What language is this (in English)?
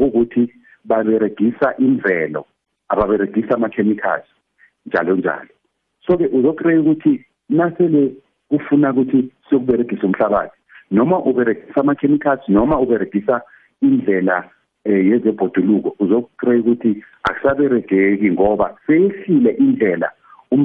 South Ndebele